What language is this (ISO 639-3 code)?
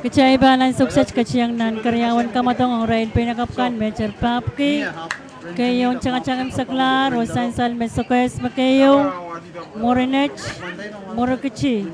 pon